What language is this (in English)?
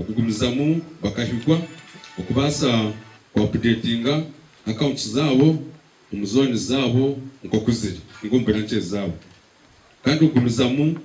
Nyankole